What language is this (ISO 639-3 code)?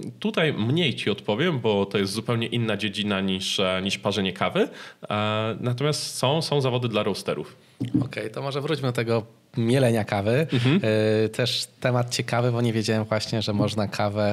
pol